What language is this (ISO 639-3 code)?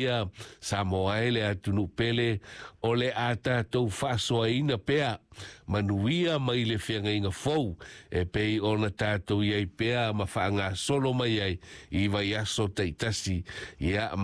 smo